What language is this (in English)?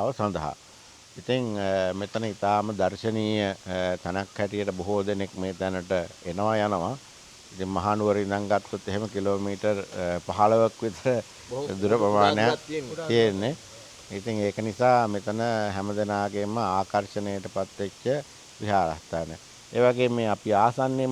Sinhala